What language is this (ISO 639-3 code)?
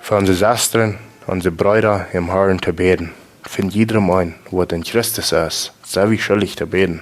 pdt